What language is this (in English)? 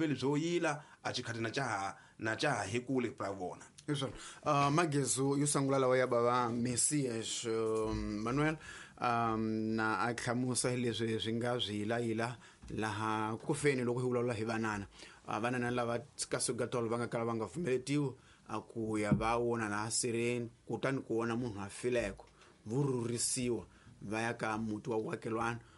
Tsonga